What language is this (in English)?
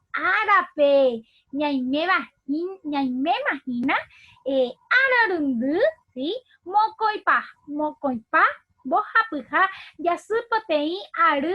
Guarani